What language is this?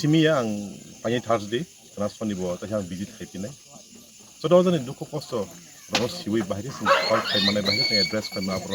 Kok Borok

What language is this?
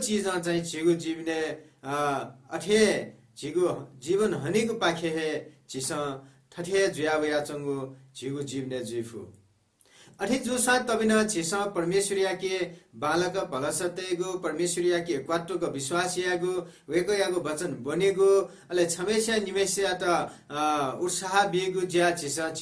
Newari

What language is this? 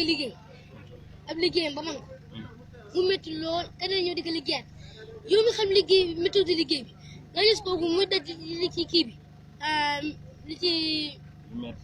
Wolof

